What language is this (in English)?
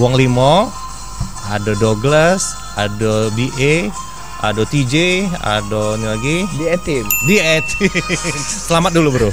Musi